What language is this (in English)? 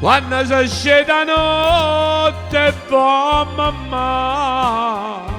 Neapolitan